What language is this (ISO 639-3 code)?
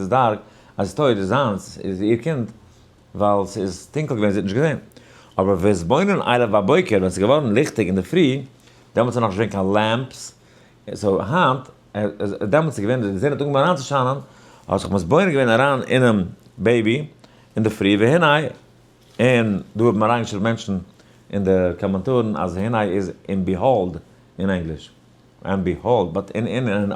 yid